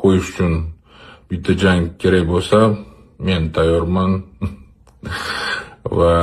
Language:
Uzbek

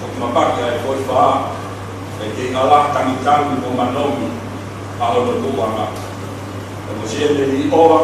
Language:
Tongan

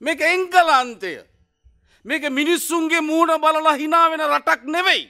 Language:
Sinhala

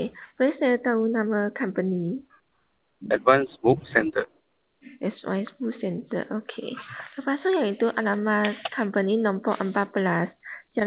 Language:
Malay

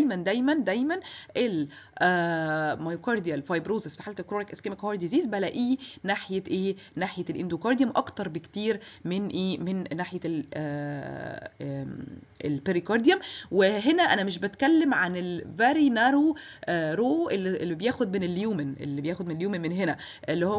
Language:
Egyptian Arabic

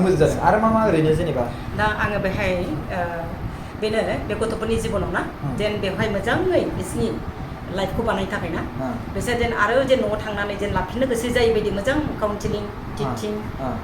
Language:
Bodo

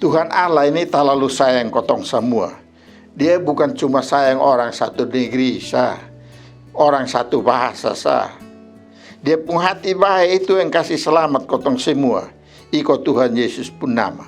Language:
Kupang Malay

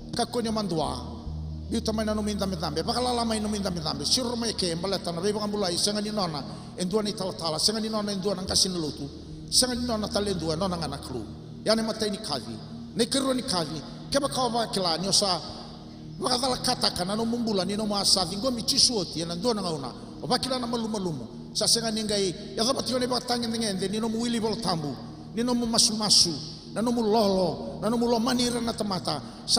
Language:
Fijian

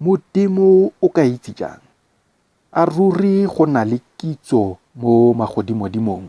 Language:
Tswana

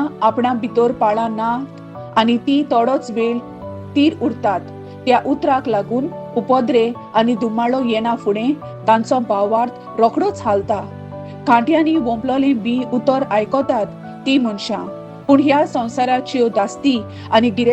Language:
Konkani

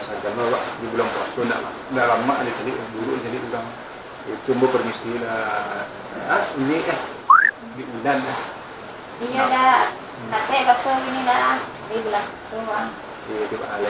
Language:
Minangkabau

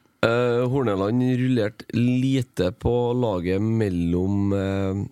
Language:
Norwegian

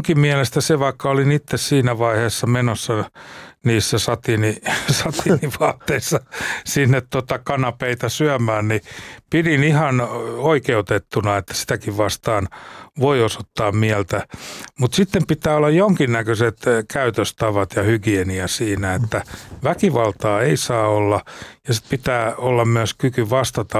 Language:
Finnish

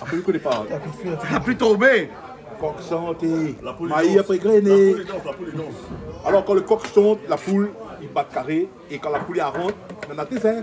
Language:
Réunion Creole French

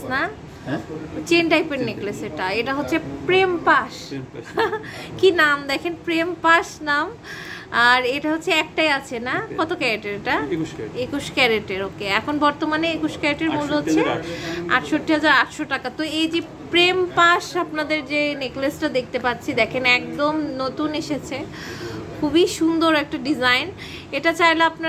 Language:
Bangla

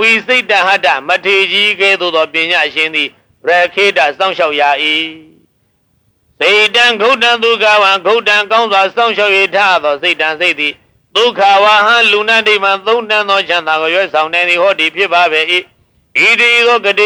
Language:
Burmese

